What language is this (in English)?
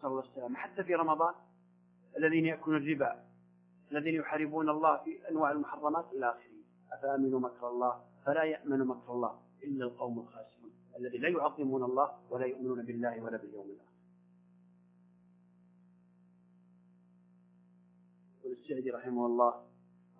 Arabic